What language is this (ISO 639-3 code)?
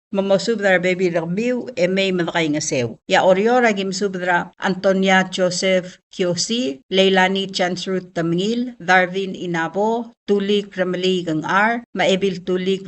pau